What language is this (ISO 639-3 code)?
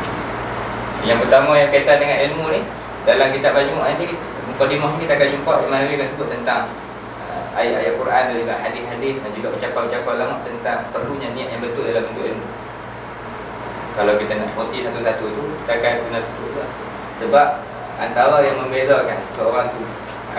msa